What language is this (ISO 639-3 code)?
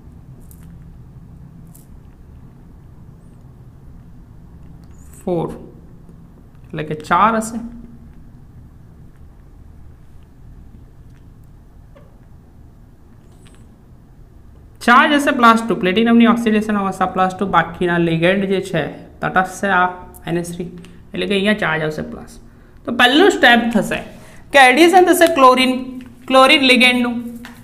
guj